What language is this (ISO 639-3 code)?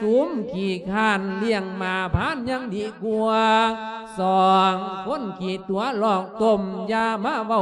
lao